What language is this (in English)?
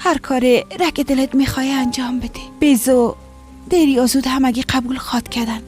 Persian